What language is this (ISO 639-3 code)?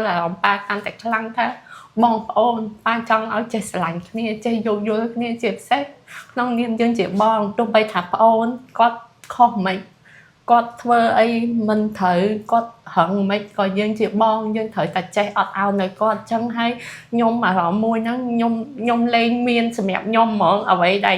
khm